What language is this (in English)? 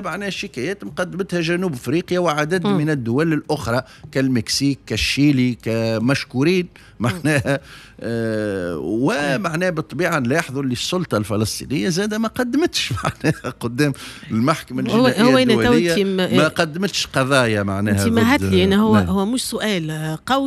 Tunisian Arabic